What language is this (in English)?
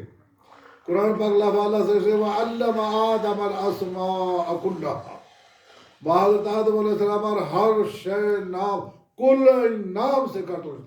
Baluchi